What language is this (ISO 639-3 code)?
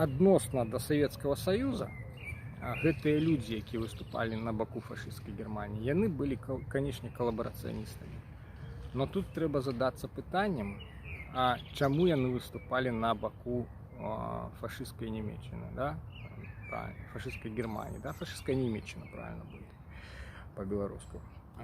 bel